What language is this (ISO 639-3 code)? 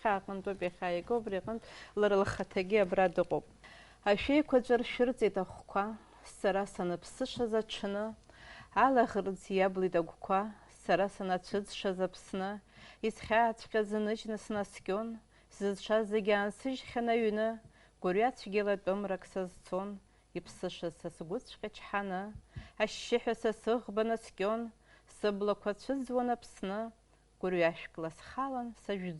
abk